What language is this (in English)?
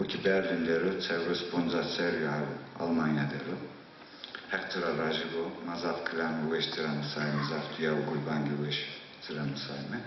Zaza